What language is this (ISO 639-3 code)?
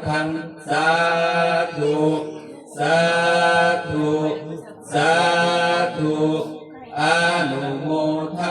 tts